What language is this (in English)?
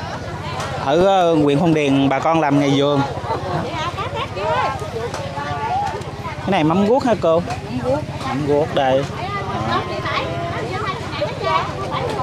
Vietnamese